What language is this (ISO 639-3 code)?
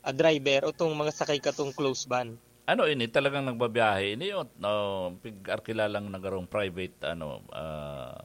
bik